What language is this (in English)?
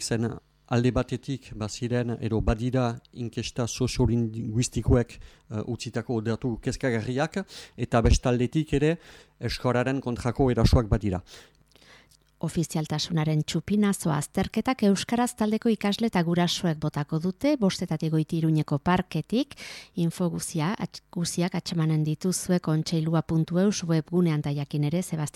Basque